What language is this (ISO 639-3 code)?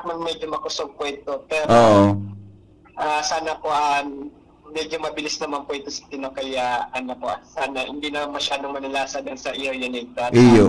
bik